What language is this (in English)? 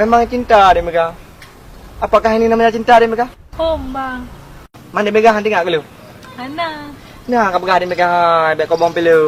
Achinese